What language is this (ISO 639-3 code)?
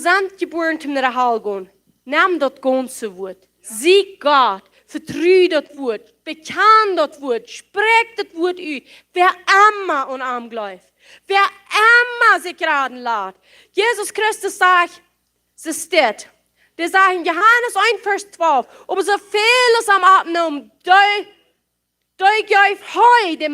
pdt